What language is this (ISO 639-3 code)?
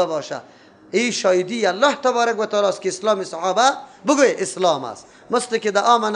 fas